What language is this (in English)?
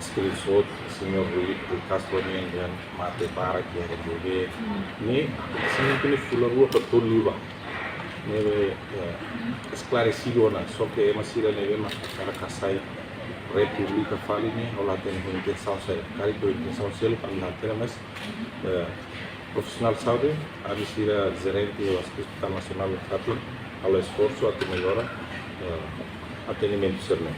Tetum